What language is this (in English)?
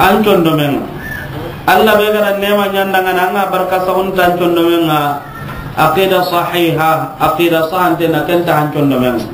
Soninke